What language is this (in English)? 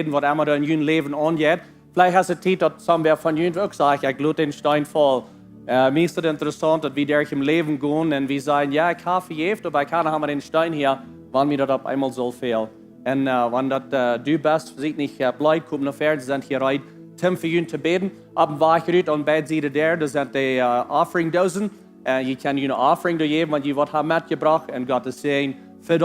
Plautdietsch